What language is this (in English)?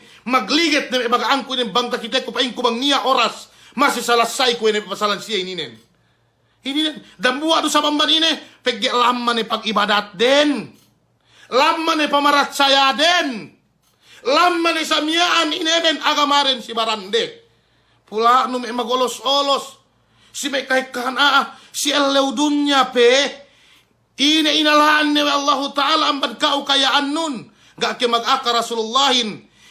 Yakan